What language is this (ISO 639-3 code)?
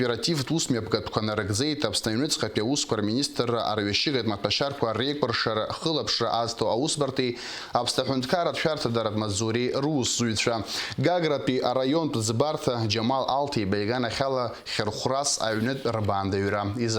abk